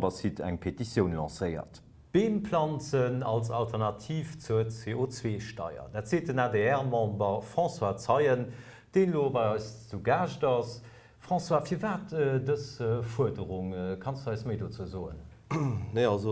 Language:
Luxembourgish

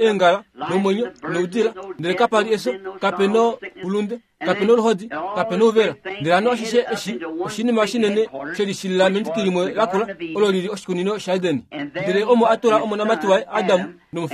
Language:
Kuanyama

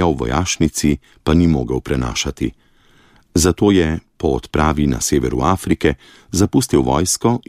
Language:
Slovenian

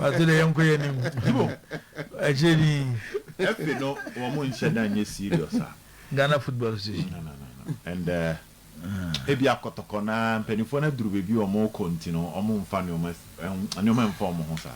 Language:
Akan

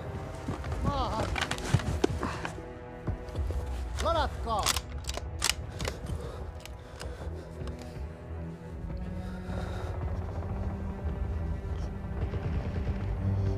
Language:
Finnish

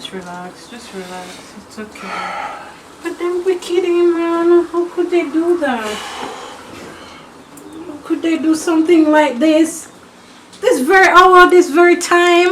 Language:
Jamaican Creole English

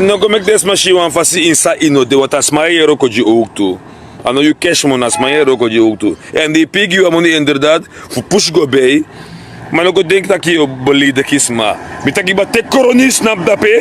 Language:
Sranan Tongo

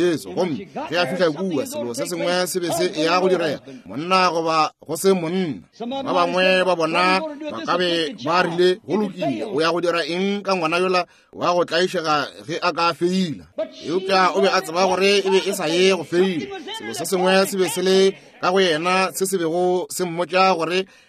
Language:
Northern Sotho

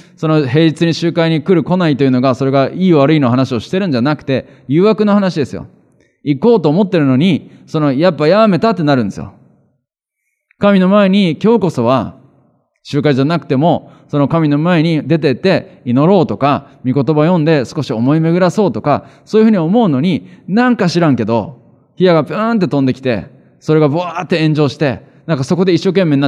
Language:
Japanese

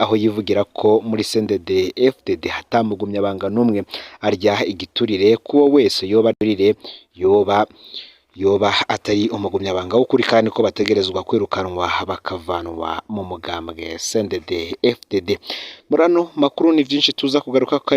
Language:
Rundi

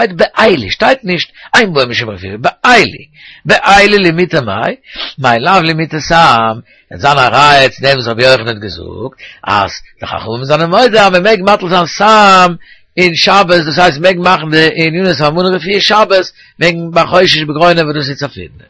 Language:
Yiddish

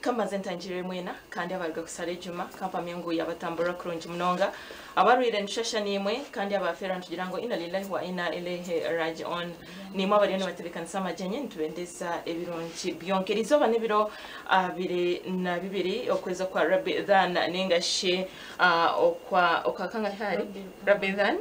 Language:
Nyankole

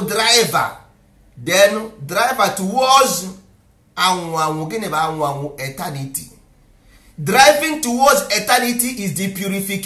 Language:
Igbo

